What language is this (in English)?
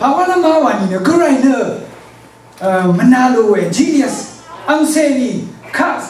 Rawang